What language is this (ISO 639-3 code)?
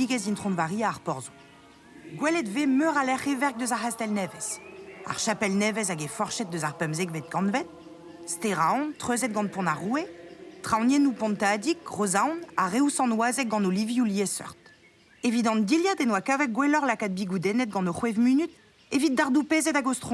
bre